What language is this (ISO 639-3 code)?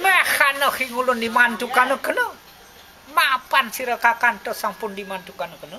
ban